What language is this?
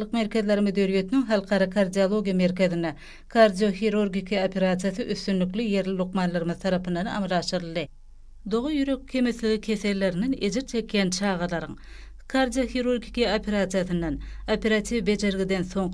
Turkmen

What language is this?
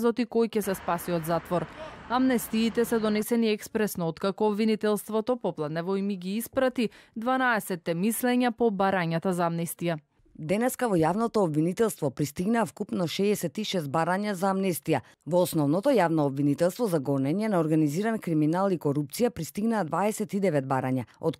Macedonian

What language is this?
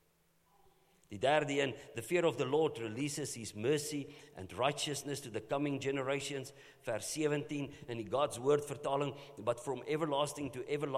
Afrikaans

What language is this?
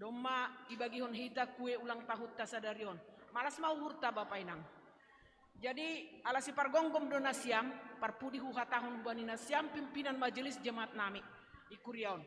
Batak Simalungun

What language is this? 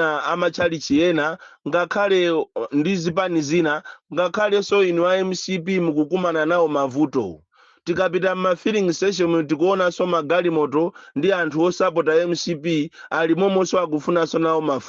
Nyanja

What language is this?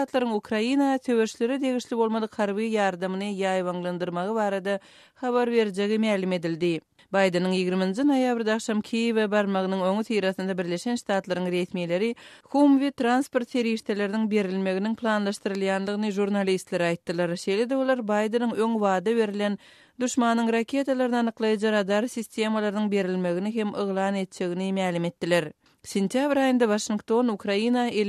Turkmen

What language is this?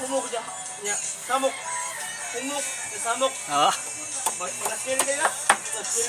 Cebuano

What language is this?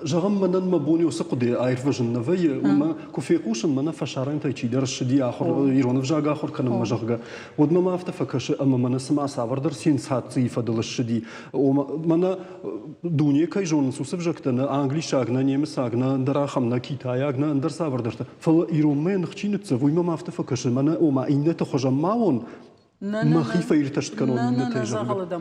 Ossetic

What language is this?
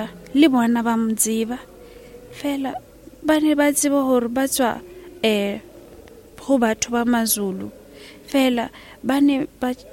Southern Sotho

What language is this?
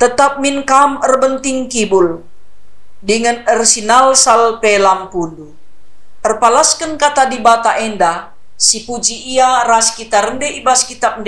Batak Karo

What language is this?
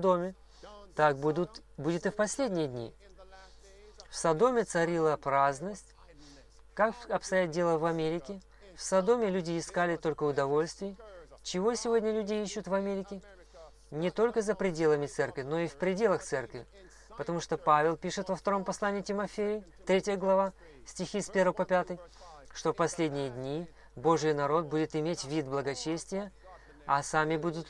Russian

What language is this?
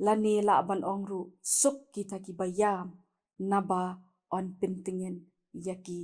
Khasi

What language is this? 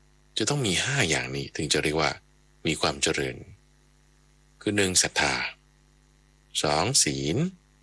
Thai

